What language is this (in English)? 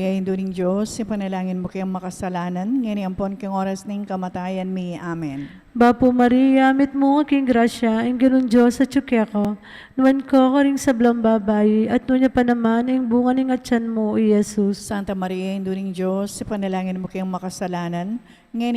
Pampanga